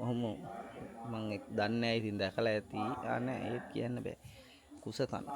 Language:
Sinhala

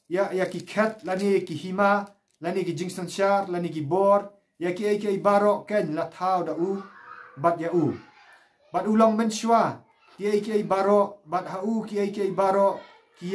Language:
Khasi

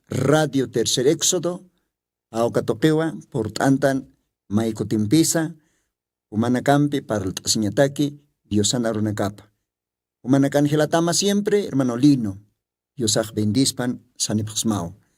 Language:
Aymara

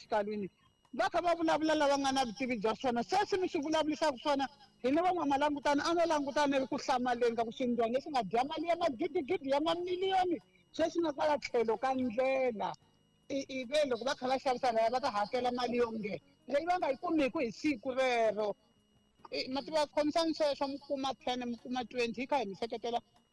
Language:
Tsonga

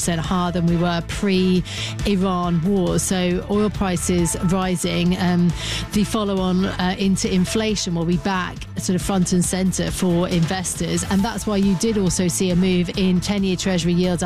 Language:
English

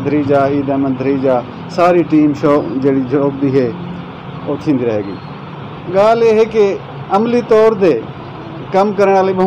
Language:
Saraiki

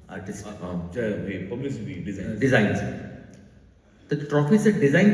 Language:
Marathi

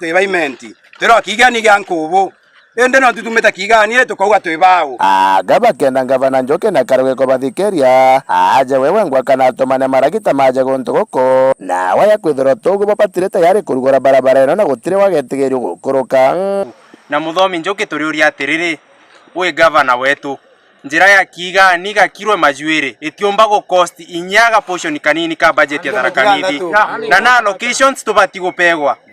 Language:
Meru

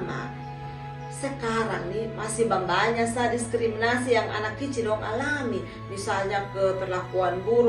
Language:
Kupang Malay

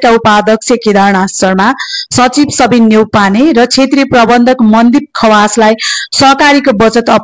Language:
Nepali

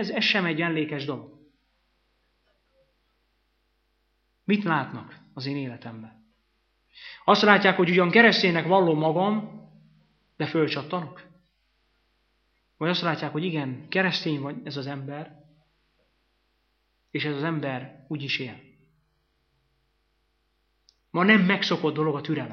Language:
Hungarian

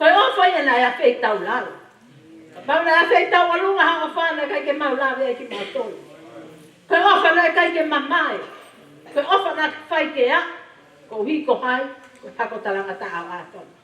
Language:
Tongan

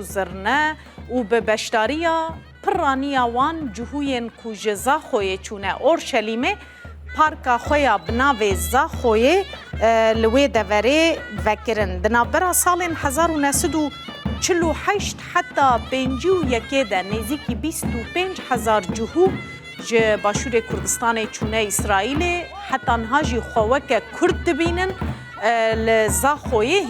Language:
Kurdish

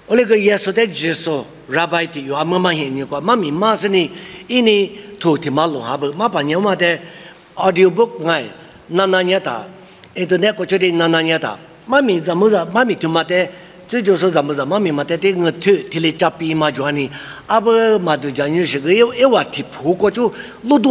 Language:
Lisu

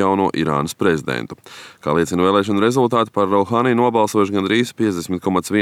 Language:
Latvian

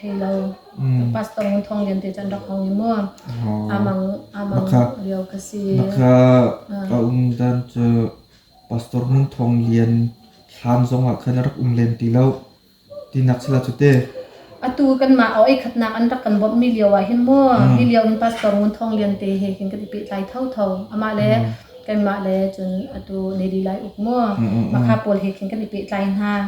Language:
Hakha Chin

